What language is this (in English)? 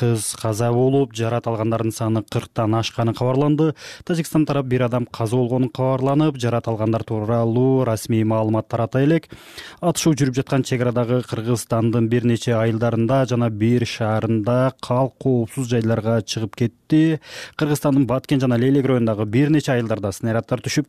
Kyrgyz